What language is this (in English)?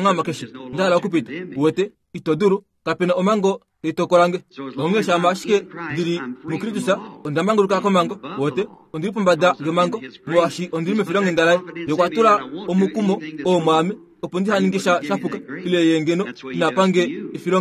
Kuanyama